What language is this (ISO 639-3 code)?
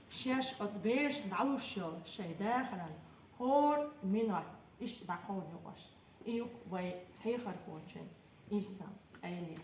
che